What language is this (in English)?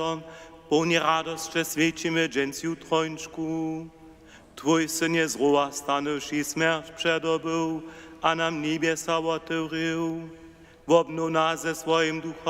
Upper Sorbian